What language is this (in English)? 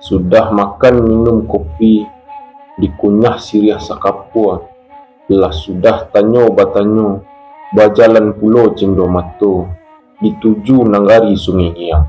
Minangkabau